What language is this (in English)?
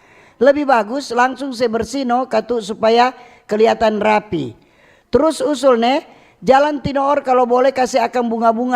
Manado Malay